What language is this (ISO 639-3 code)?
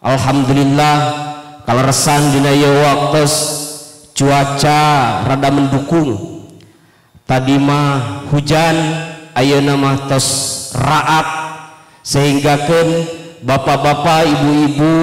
sun